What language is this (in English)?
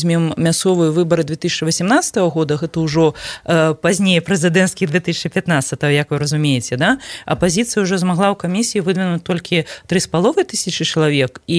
Belarusian